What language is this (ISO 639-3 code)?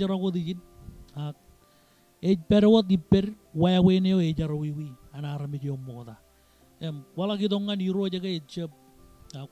mah